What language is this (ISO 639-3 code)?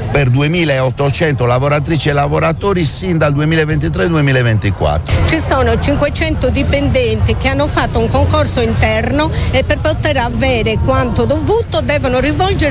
ita